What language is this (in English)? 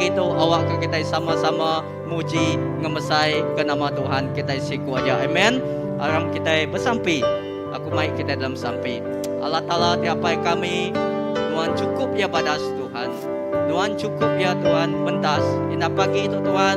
Iban